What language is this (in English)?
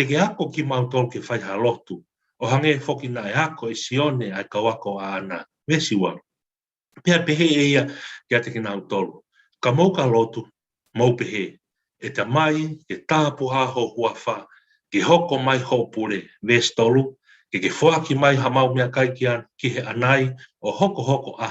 Tongan